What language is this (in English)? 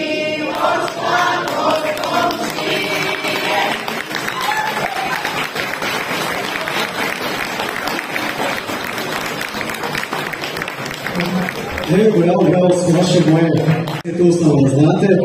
Croatian